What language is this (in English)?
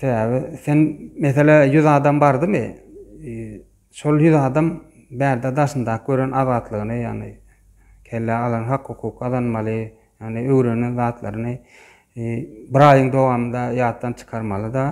Turkmen